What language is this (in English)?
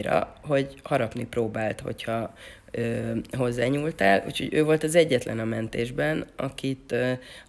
Hungarian